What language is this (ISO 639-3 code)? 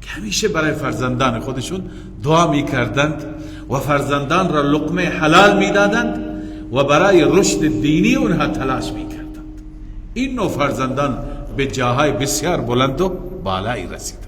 fas